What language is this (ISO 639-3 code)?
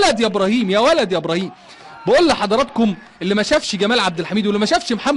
arz